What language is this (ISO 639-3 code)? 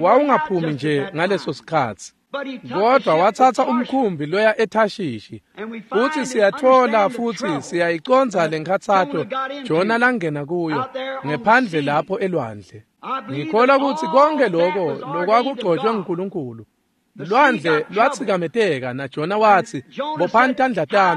ssw